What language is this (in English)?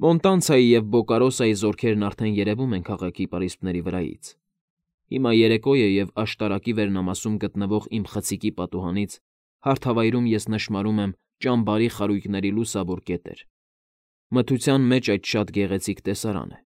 Armenian